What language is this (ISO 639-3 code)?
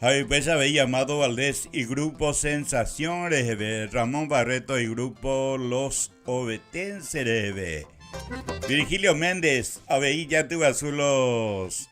grn